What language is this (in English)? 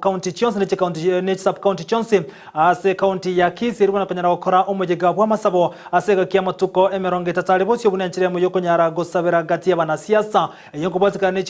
Gusii